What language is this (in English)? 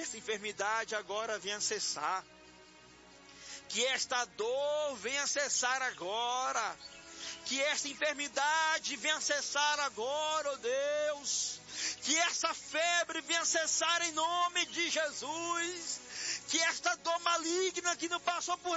Portuguese